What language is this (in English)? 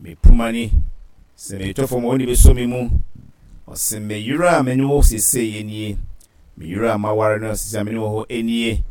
Akan